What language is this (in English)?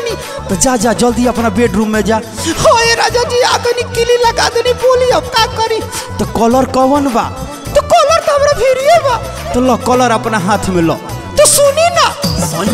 Bhojpuri